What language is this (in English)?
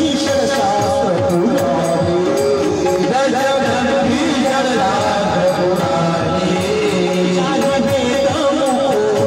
Marathi